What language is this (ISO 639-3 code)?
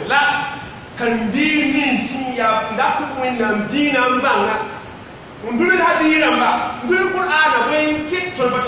mos